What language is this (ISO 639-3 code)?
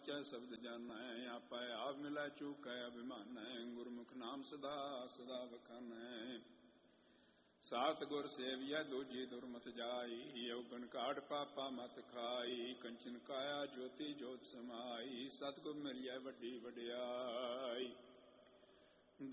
pan